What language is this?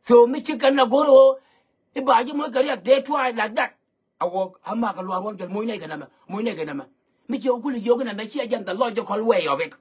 Nuer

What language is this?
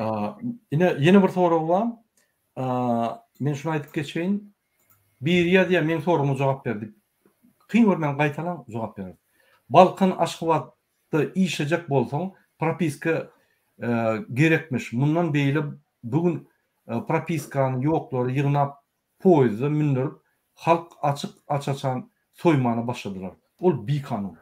Turkmen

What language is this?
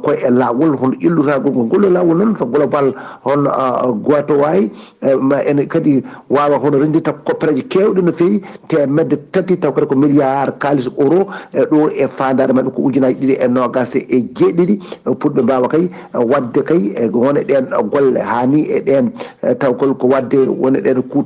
Fula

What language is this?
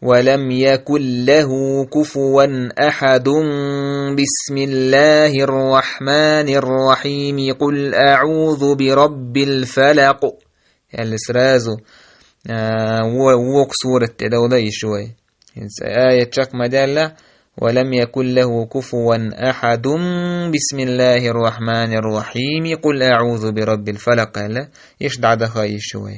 Chechen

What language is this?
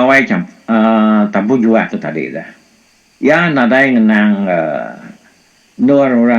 Iban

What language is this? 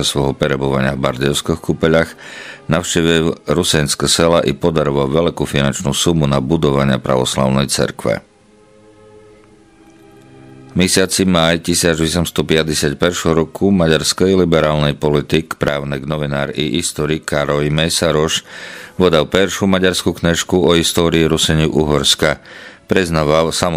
Rusyn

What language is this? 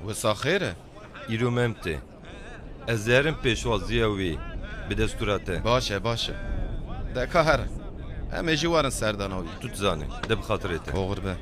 Kurdish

